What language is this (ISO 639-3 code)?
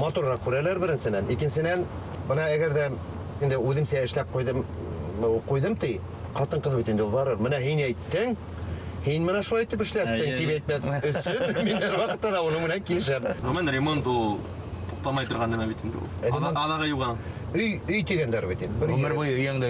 bak